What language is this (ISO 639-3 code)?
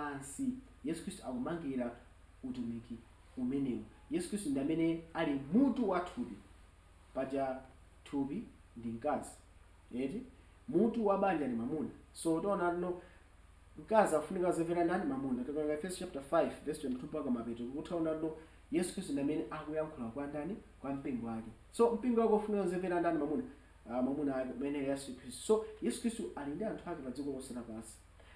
nya